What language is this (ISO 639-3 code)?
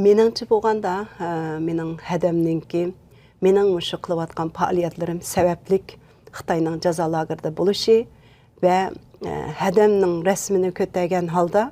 uig